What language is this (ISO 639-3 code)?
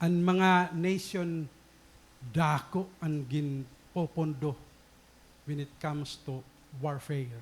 war